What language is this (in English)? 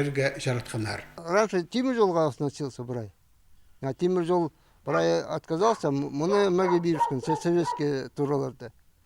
Khakas